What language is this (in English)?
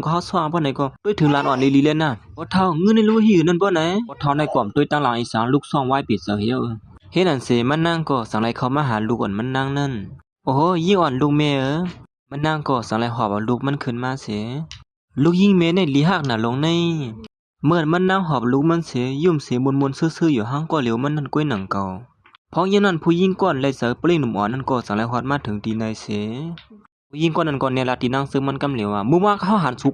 Shan